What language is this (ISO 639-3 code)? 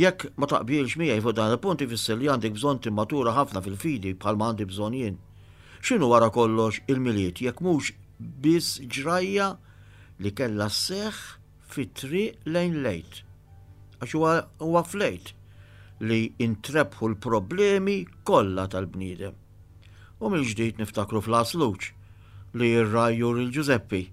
mlt